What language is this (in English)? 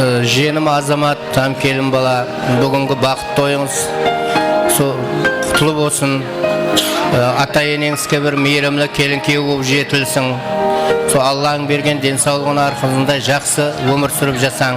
Kara-Kalpak